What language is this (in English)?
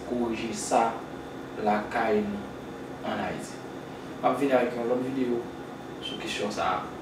Haitian Creole